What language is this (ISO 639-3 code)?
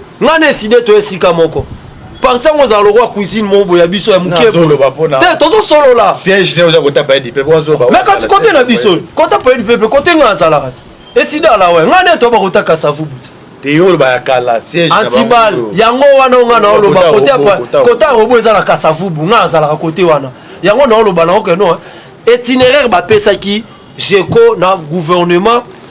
lin